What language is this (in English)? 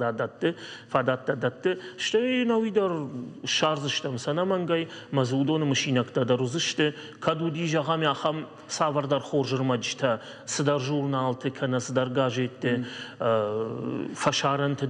Ossetic